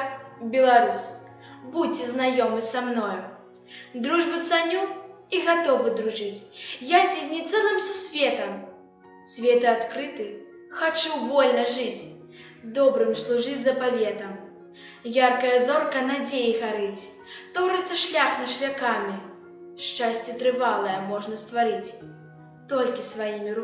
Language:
Belarusian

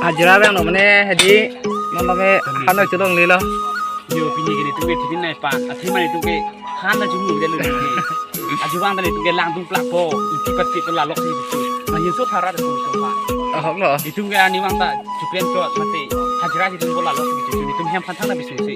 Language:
Karbi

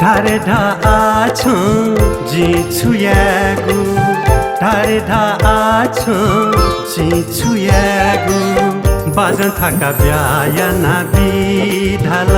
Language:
Newari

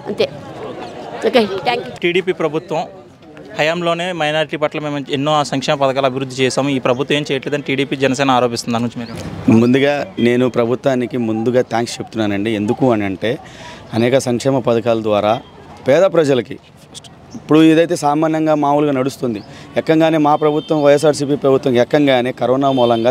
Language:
Telugu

